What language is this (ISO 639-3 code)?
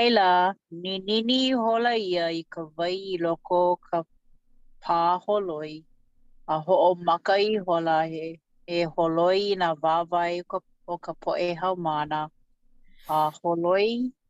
haw